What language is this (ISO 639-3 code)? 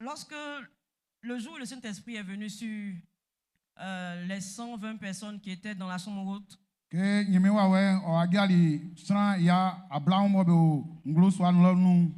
bci